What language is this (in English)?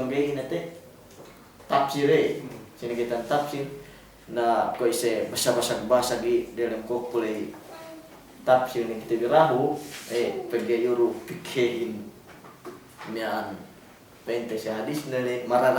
Yakan